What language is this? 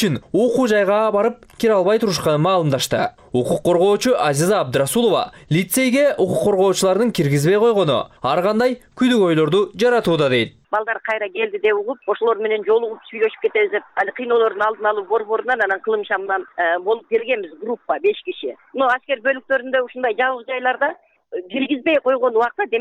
Kyrgyz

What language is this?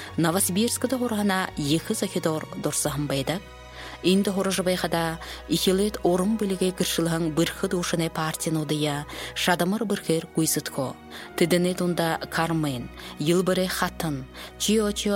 Buriat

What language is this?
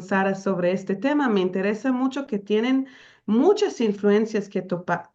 Ladino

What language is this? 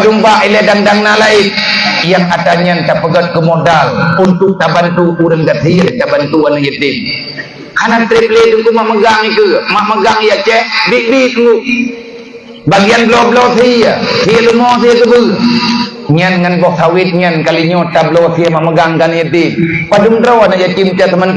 Achinese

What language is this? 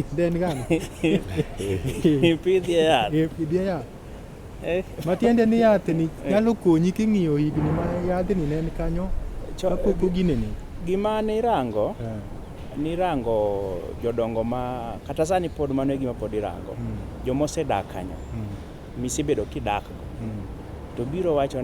Luo (Kenya and Tanzania)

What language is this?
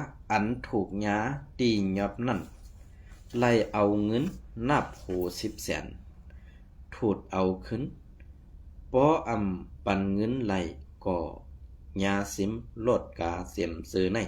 Shan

